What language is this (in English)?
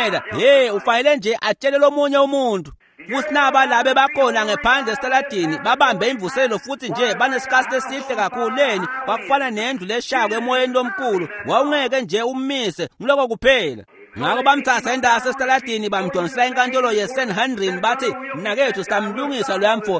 Swati